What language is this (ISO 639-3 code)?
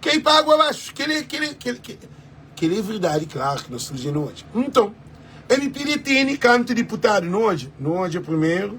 kea